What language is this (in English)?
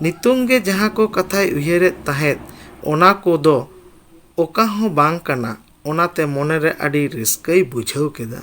Santali